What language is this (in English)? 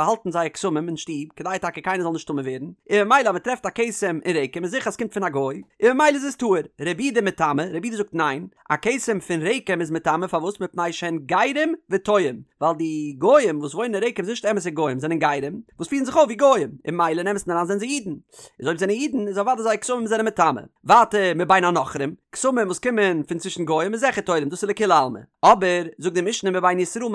Yiddish